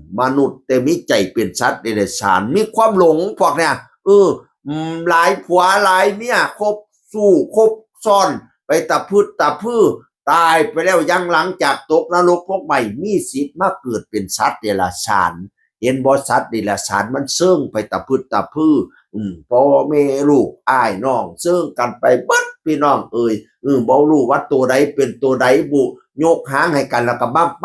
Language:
Northeastern Thai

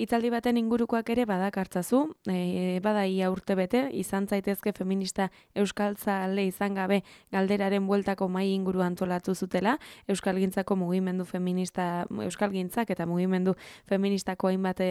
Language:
Basque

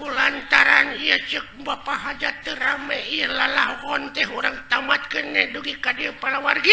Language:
Sundanese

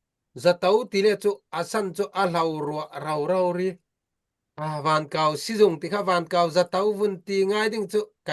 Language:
Falam Chin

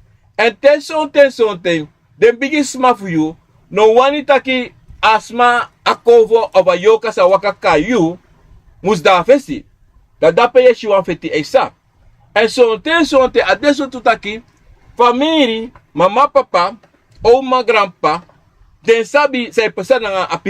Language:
Sranan Tongo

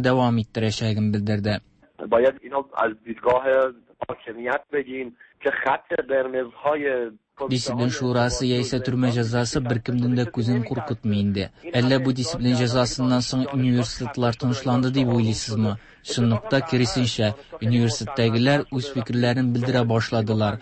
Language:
Tatar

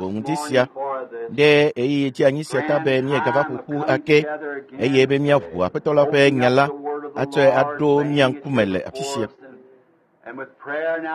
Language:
Ewe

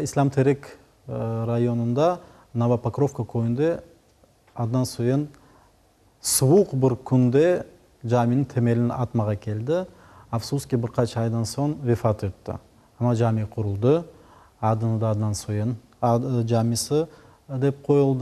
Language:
Crimean Tatar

